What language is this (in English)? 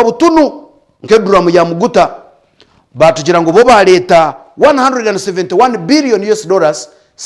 Nyankole